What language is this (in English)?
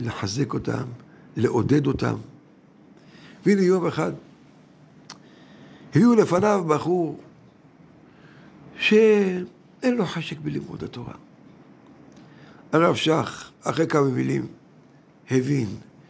Hebrew